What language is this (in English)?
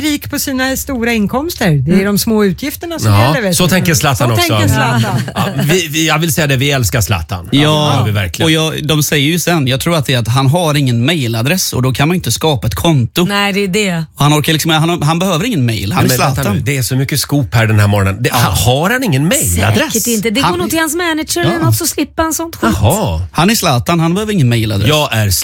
Swedish